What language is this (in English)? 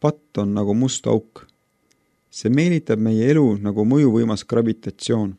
Estonian